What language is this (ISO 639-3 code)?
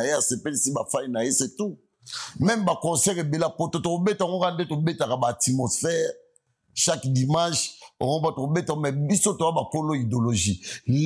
lin